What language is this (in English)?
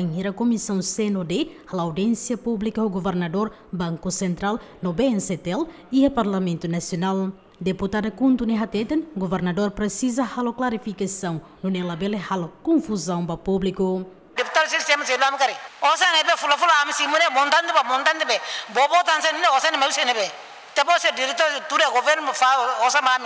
Tetum